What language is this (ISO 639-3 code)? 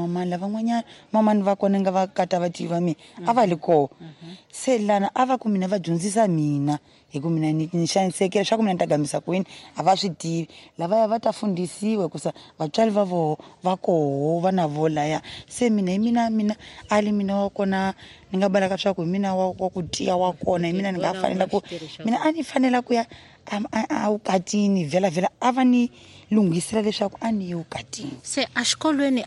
tso